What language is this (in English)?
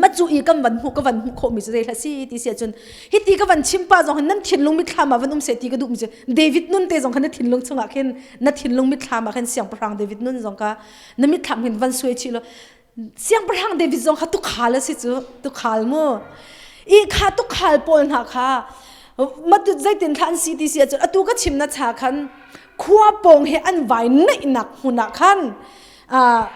Hakha Chin